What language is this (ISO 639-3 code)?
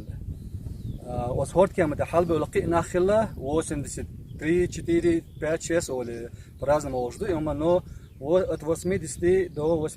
che